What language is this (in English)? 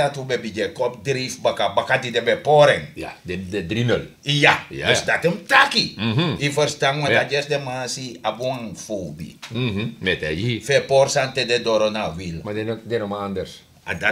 Sranan Tongo